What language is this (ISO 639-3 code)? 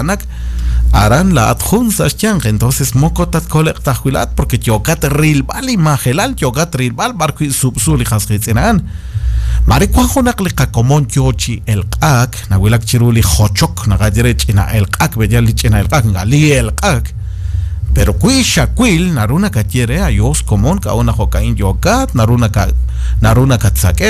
kek